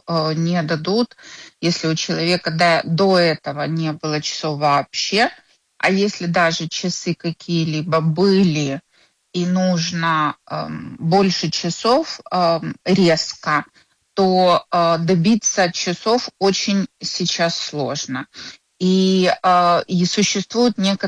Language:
Russian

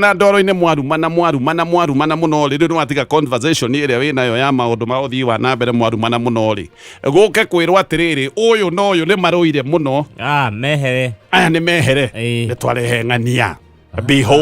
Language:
Kikuyu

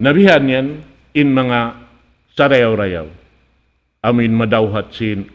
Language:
Tausug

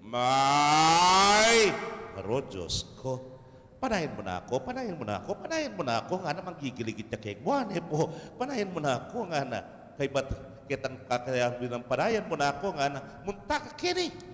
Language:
Pampanga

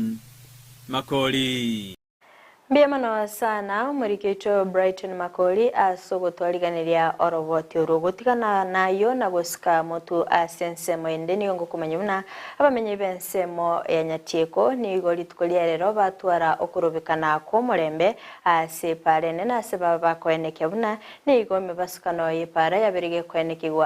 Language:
Gusii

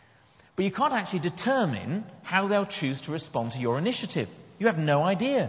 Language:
English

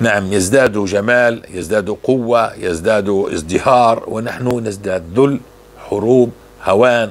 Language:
North Levantine Arabic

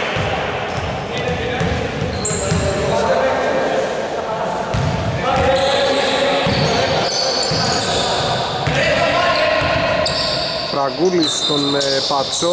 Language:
Greek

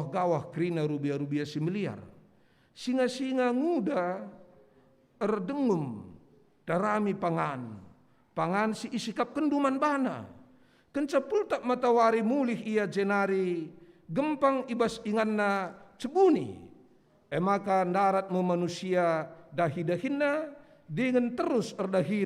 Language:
Batak Karo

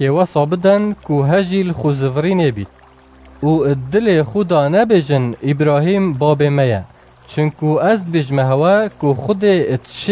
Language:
Kurdish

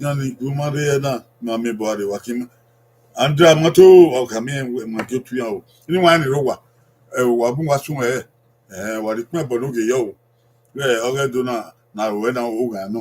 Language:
Bini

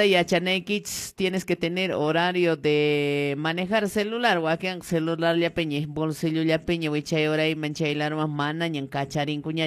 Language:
Quechua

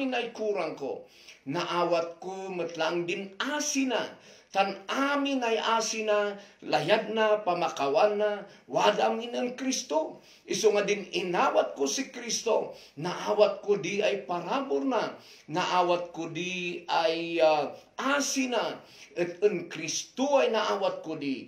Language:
Kankanaey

